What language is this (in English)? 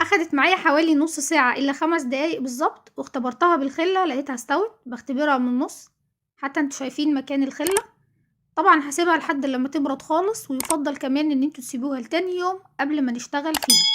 Egyptian Arabic